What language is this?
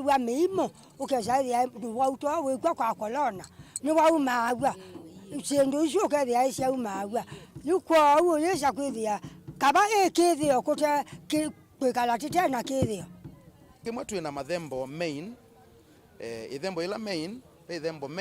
Kamba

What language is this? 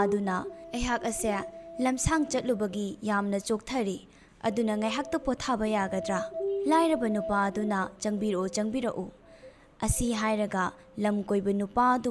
Manipuri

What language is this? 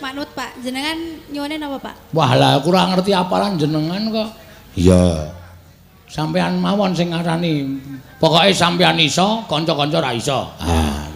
Javanese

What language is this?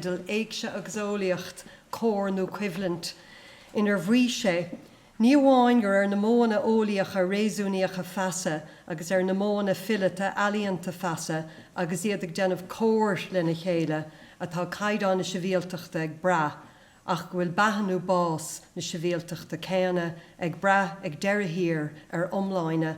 Irish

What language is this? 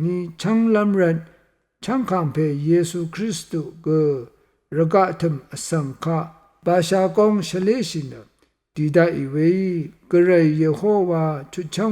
Rawang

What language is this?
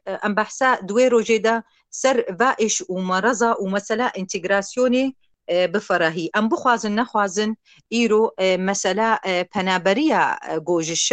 Kurdish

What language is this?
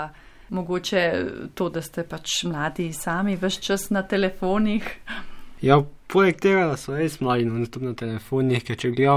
Slovenian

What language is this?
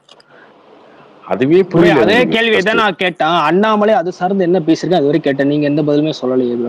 Tamil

